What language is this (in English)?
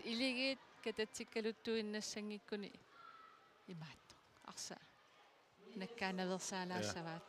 Kalaallisut